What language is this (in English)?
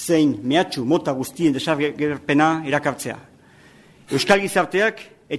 Basque